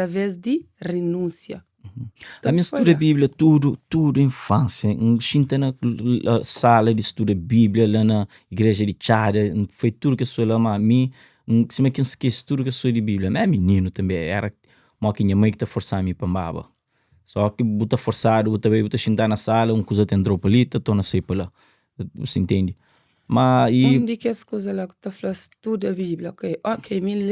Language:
Kabuverdianu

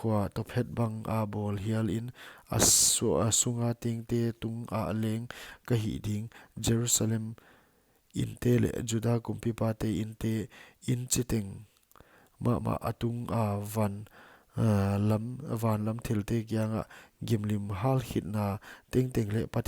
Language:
Paite Chin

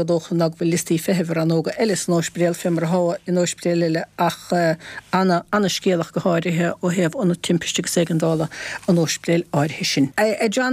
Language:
Irish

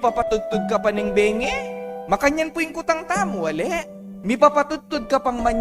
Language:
Pampanga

